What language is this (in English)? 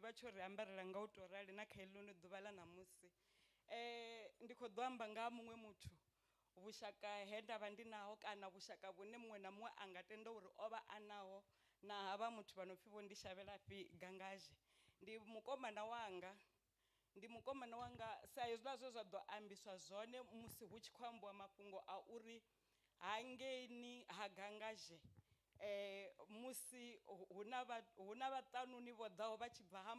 Venda